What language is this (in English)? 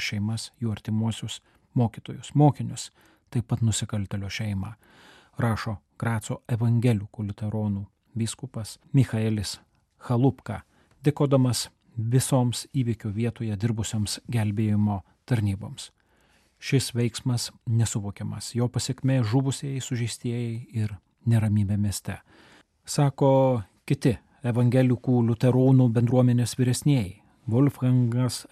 Lithuanian